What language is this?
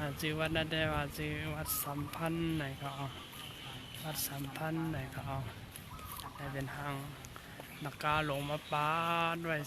Shan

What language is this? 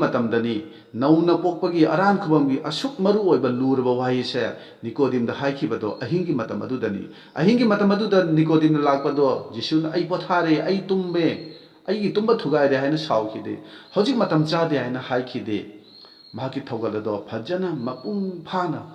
Manipuri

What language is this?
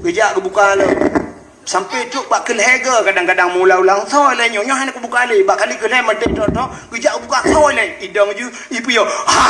Achinese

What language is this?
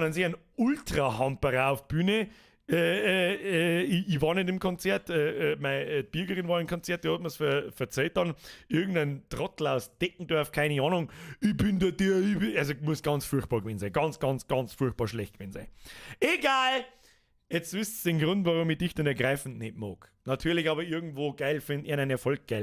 Bavarian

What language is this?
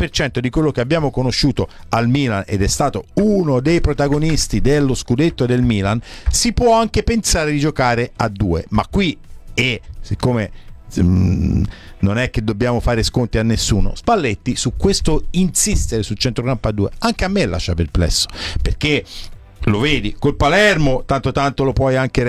Italian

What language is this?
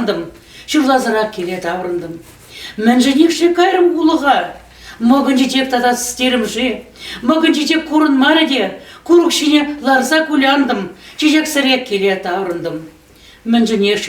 Chuvash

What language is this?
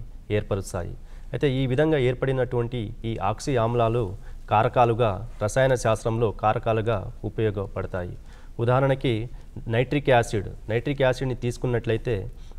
Telugu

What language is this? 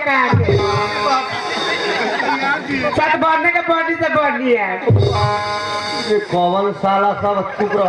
Bhojpuri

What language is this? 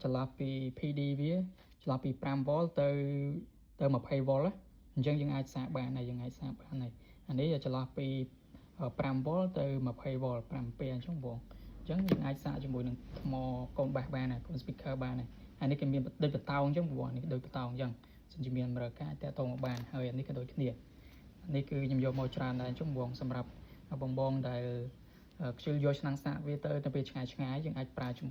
Khmer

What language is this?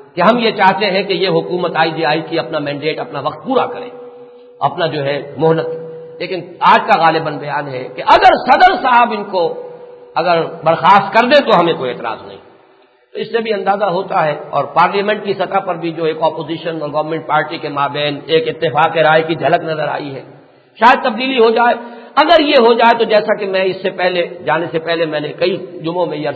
Urdu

